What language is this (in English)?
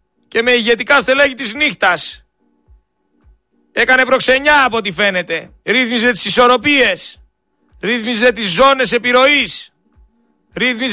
Greek